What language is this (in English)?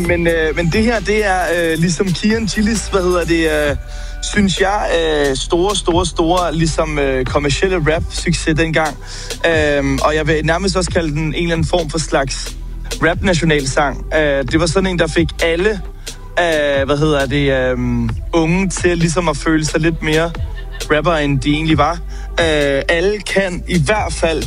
Danish